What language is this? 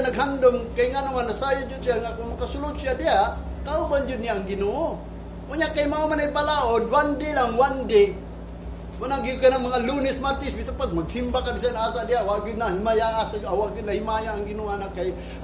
Cebuano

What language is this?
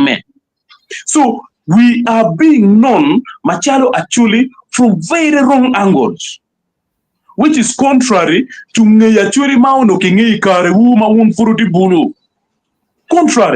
Acoli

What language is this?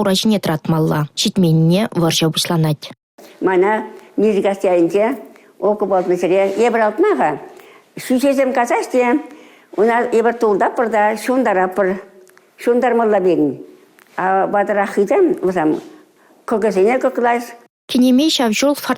Chuvash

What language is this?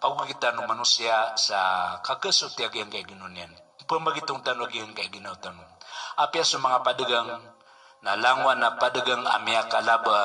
Maranao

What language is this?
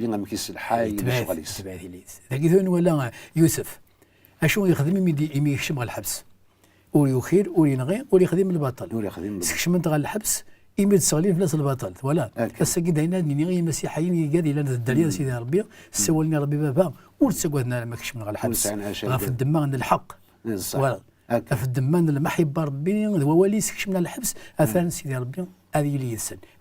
Kabyle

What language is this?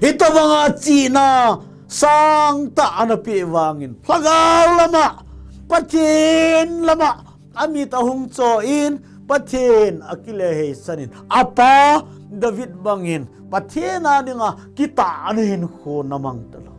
Thado Chin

